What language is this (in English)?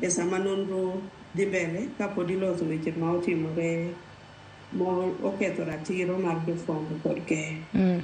Luo (Kenya and Tanzania)